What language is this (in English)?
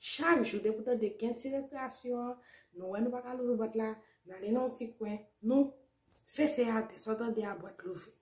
Haitian Creole